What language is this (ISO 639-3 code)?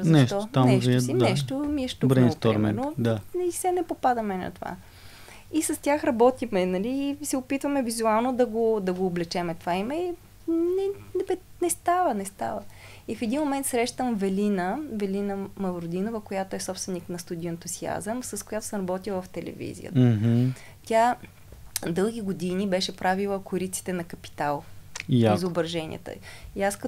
bul